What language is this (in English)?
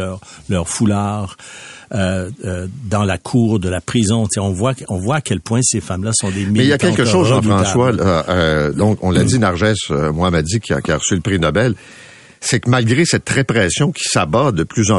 French